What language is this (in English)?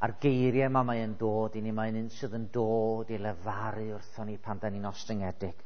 Welsh